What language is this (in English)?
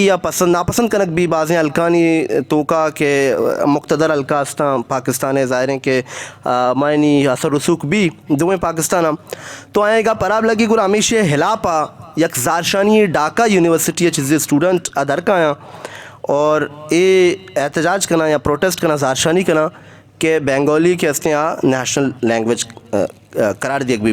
Eastern Balochi